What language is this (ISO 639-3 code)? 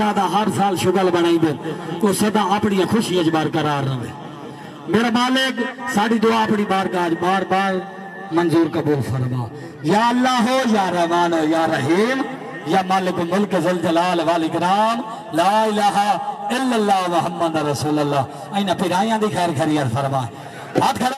skr